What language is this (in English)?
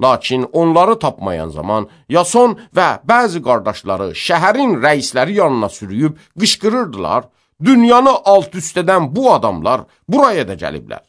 Azerbaijani